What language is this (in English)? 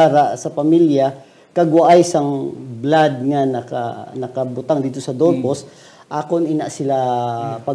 Hiligaynon